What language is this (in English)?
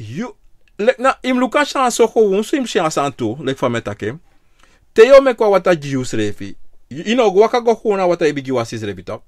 Sranan Tongo